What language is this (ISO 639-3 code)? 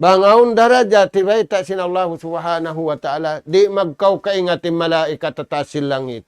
tsg